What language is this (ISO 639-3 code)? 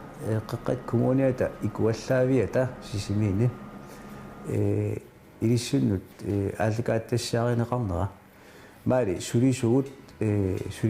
kal